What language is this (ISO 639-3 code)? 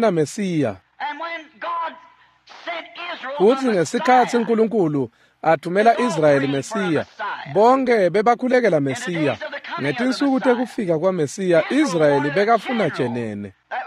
ssw